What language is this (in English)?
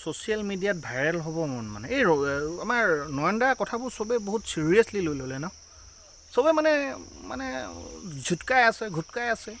Assamese